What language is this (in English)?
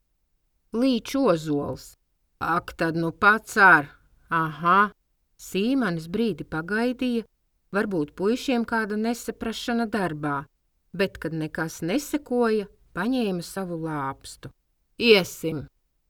Latvian